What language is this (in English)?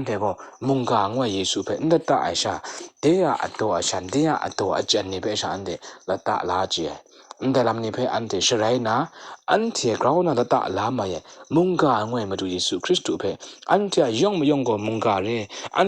Kachin